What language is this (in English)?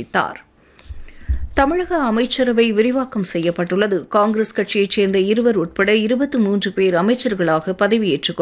Tamil